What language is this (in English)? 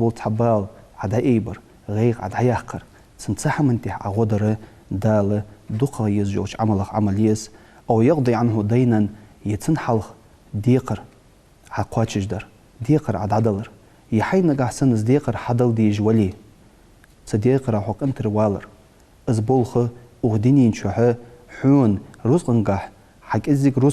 Ingush